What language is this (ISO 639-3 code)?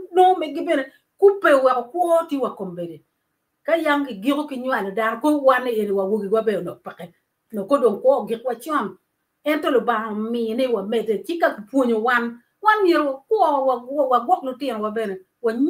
ach